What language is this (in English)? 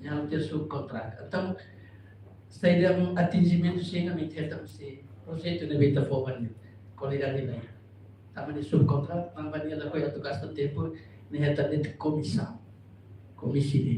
Tetum